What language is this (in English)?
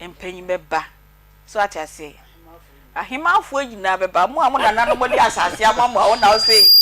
Akan